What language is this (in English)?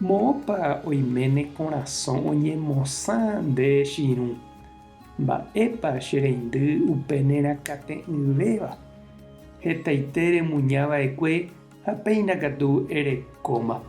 Guarani